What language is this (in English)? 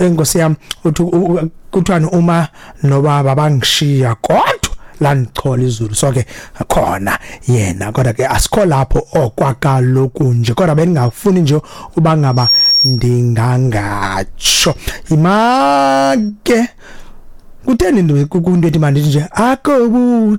Xhosa